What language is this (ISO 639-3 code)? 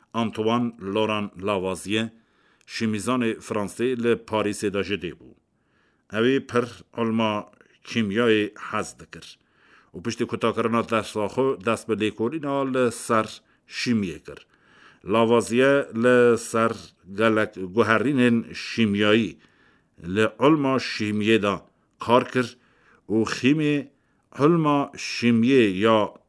kur